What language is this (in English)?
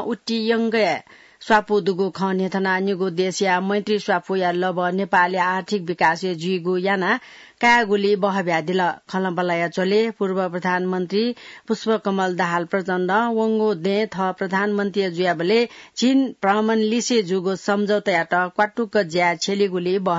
Newari